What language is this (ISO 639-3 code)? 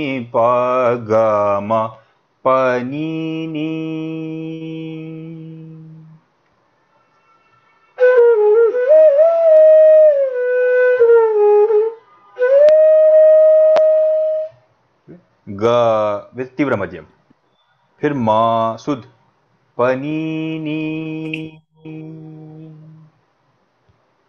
hin